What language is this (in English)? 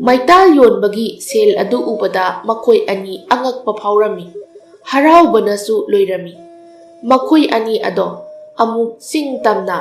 Manipuri